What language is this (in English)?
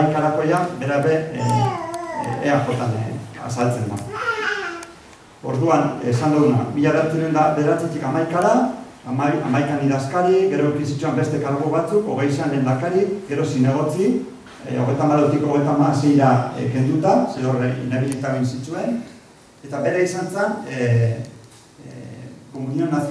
Basque